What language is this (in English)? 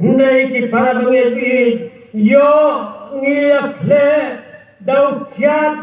Khasi